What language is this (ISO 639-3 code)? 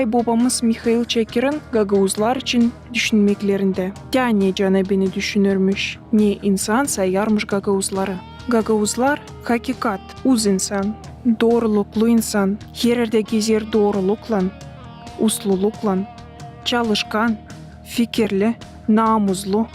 gag